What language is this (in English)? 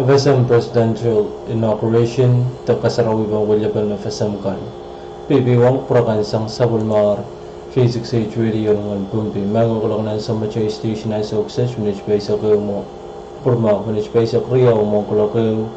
Pohnpeian